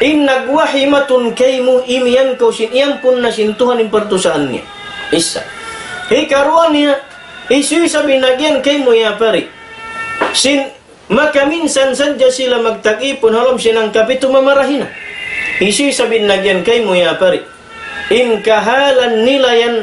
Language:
Tausug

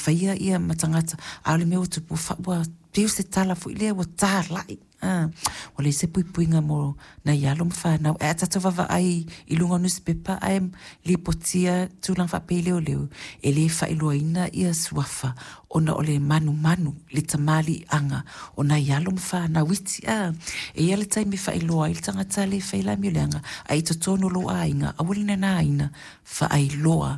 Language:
Samoan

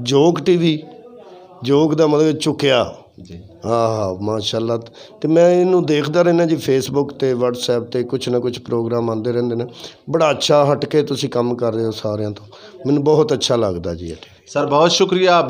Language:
Western Panjabi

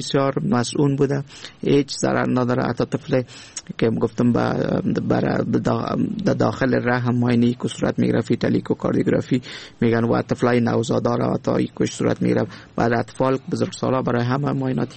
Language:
Persian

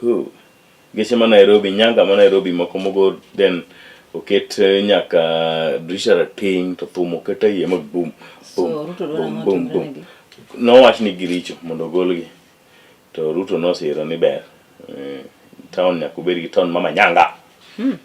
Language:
Luo (Kenya and Tanzania)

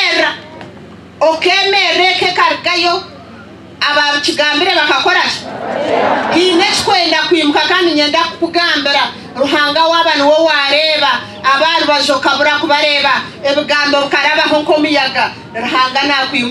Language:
Nyankole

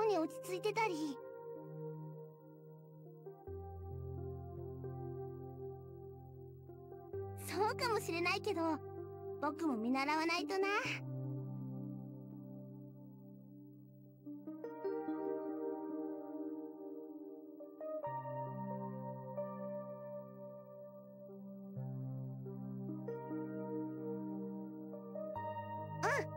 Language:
Japanese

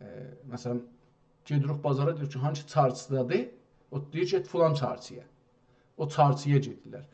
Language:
South Azerbaijani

